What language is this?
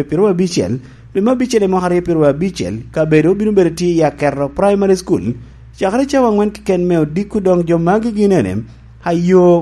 Lango (Uganda)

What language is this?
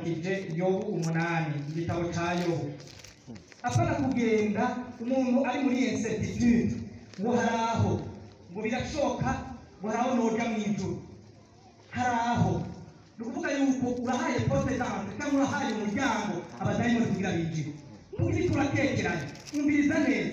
Rundi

